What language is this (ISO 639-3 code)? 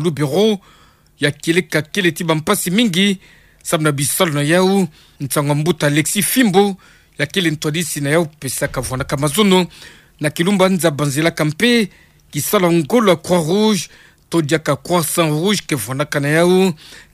ktu